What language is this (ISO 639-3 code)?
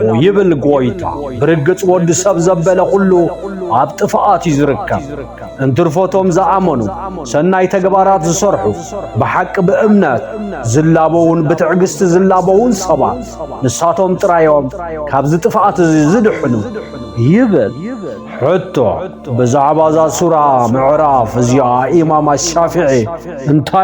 tir